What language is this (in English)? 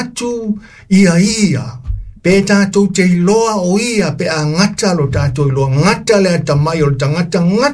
Samoan